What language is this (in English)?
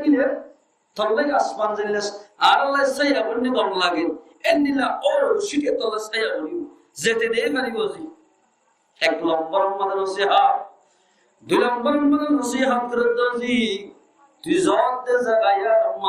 Rohingya